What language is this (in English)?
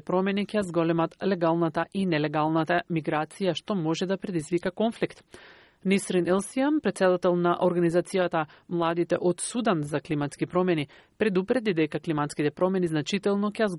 Macedonian